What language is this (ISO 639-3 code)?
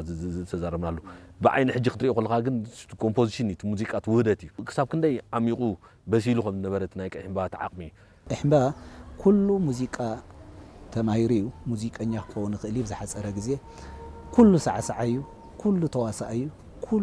tir